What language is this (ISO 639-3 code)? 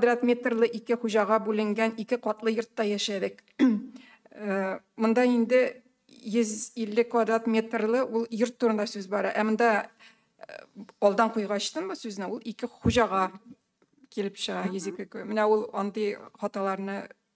tat